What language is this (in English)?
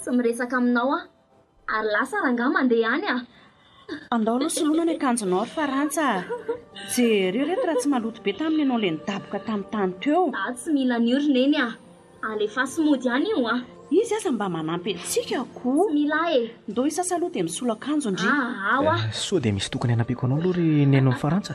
Malagasy